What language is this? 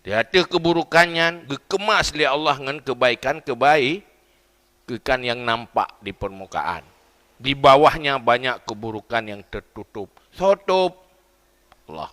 Achinese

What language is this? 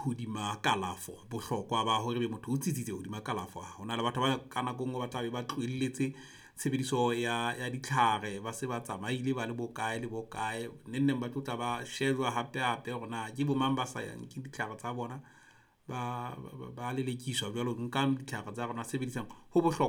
Southern Sotho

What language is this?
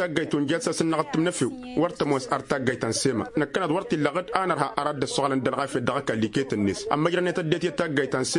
Tamasheq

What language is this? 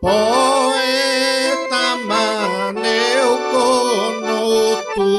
Sardinian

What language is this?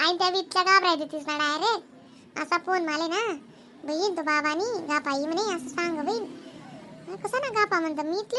Khandesi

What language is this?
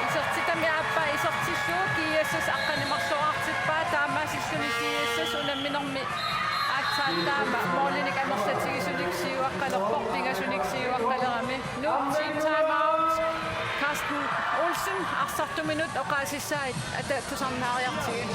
Kalaallisut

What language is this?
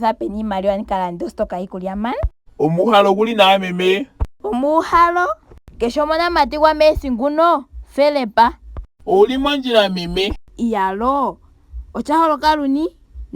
Ndonga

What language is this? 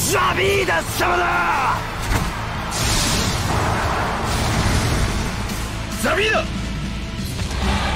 Japanese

